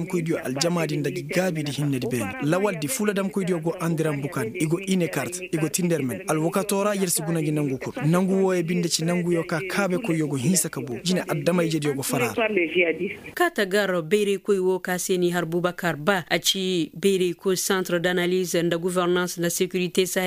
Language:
Koyraboro Senni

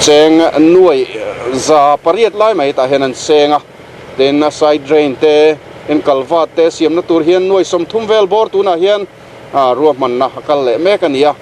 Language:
Mizo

